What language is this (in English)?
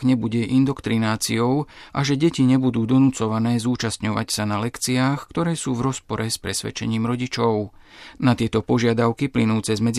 Slovak